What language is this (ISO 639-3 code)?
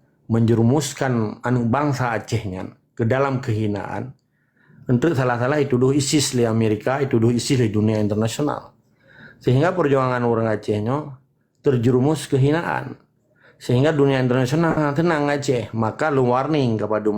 ace